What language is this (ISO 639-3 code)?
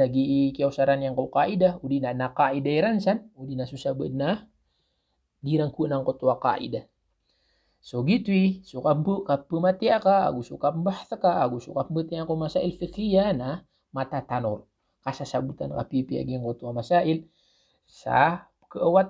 mrw